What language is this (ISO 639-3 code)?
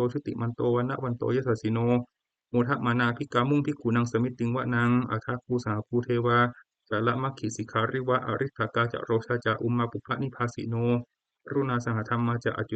pli